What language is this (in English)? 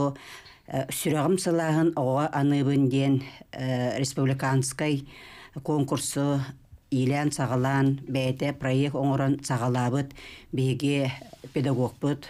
Yakut